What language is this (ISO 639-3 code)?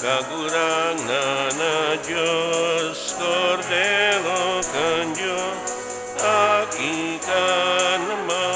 bik